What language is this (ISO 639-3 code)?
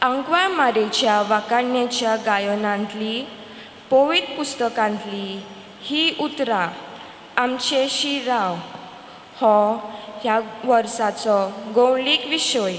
kok